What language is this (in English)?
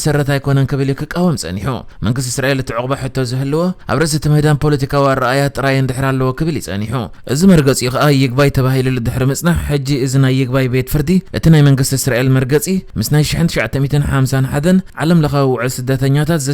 Tigrinya